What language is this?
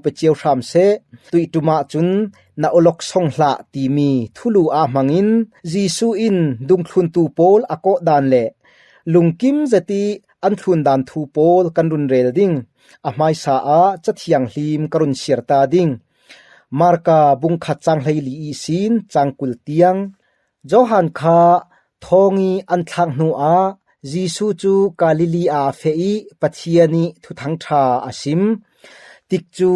Falam Chin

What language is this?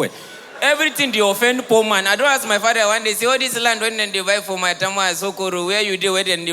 Nigerian Pidgin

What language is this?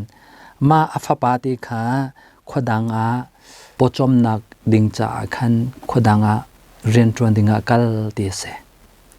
Hakha Chin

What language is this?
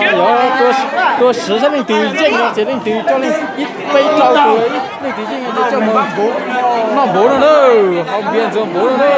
Hmong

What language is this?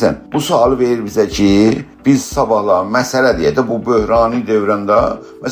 South Azerbaijani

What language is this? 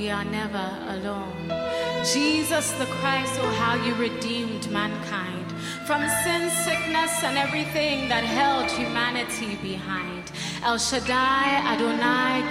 English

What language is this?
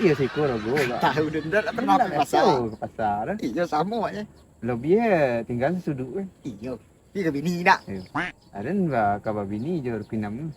Minangkabau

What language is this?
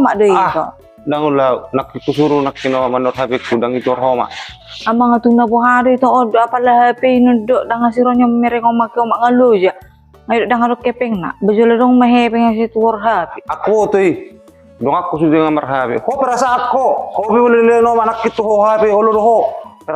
Batak Toba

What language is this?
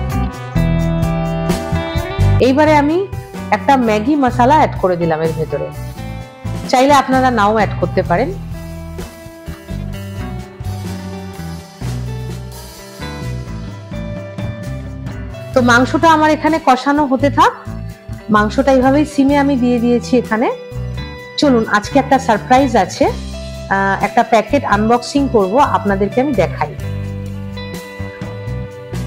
Bangla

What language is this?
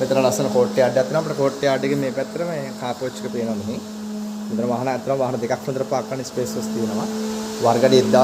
Sinhala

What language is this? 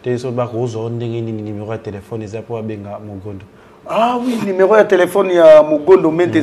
Lingala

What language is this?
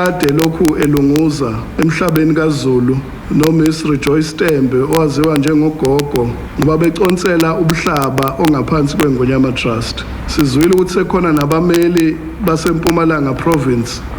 Zulu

